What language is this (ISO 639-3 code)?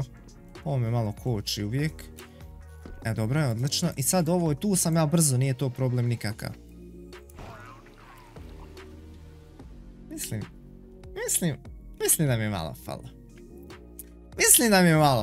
hrv